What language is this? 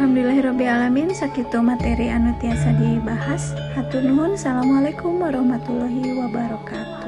Sundanese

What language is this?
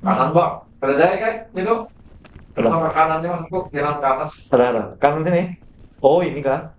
Banjar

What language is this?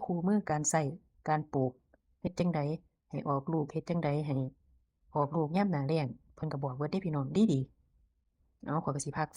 Northeastern Thai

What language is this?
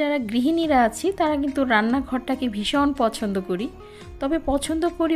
Bangla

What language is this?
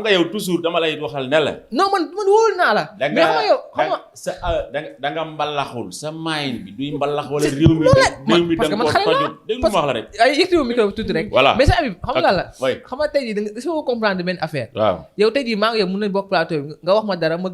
Wolof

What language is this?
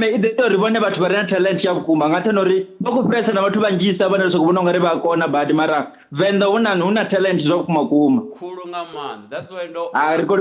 Venda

